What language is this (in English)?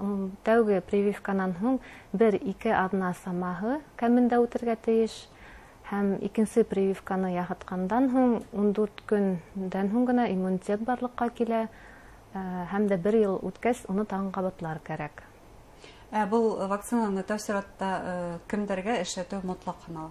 Bashkir